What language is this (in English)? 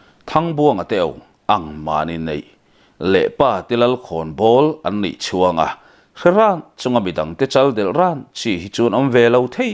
Mizo